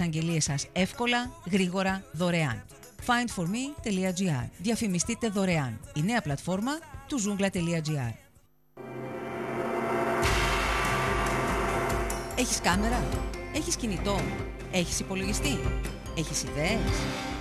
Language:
Greek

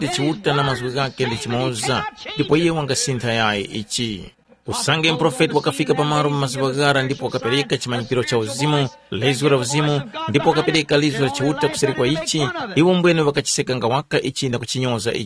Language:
Tumbuka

